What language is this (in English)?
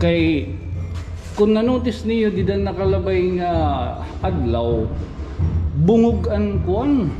Waray